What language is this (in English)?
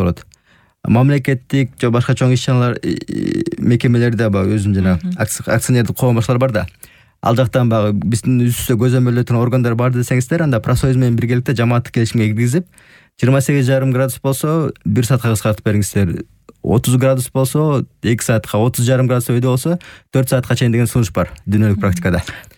Kyrgyz